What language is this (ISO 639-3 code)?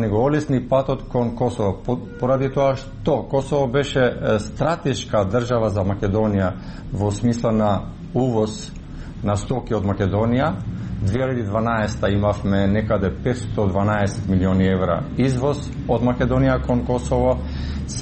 mkd